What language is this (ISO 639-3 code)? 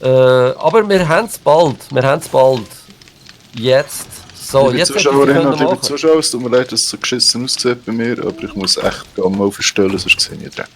gsw